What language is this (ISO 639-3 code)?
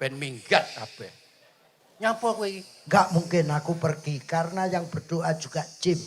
jav